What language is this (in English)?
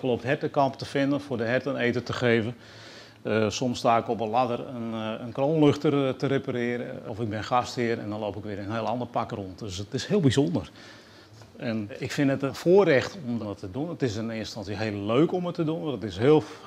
Western Frisian